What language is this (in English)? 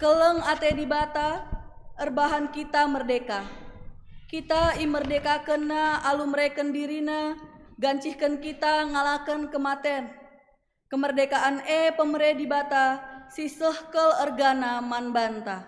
Batak Karo